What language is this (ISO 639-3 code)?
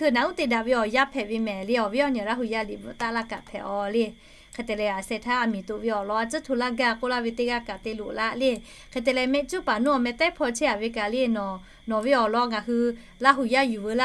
lhu